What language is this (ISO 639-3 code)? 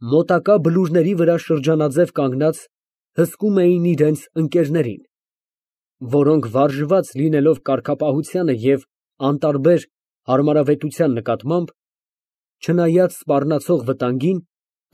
hye